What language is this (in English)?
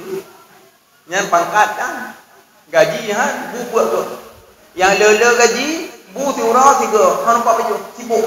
Achinese